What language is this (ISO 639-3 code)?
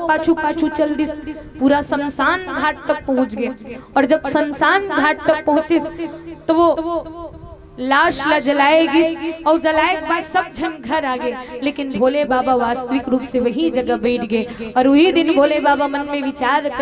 hne